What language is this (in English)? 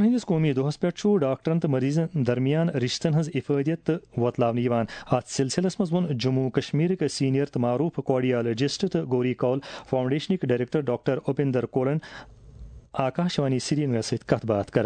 Kashmiri